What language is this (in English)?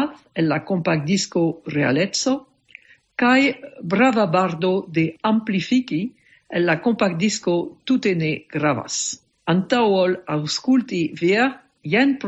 Esperanto